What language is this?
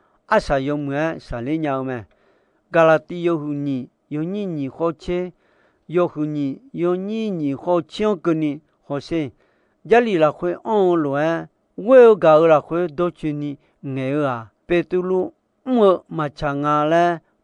Akha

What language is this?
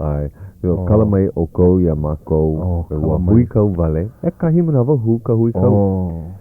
Hawaiian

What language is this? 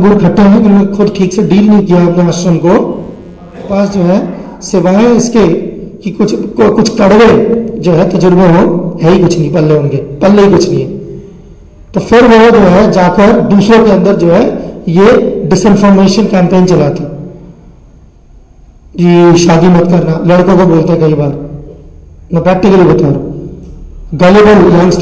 Hindi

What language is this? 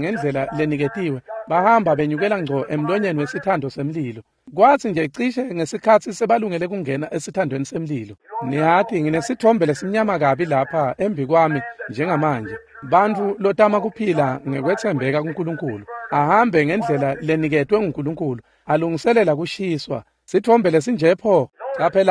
Swati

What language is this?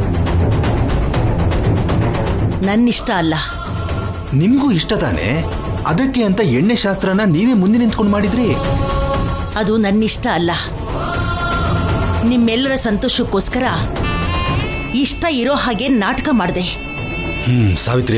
Kannada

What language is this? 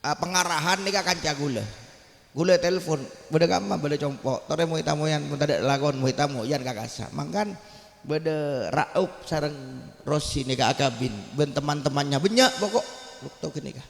Madurese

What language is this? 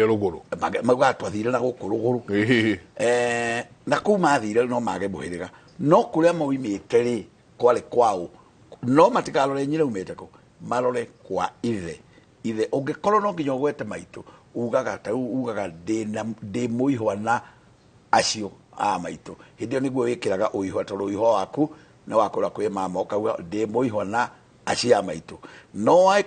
Kikuyu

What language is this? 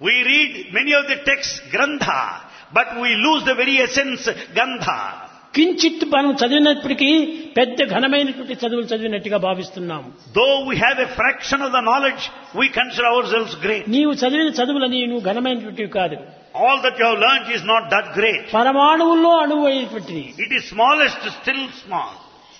Telugu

